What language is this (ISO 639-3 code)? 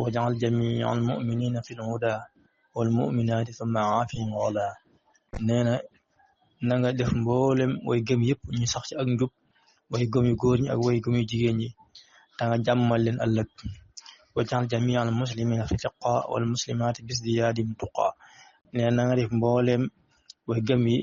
wol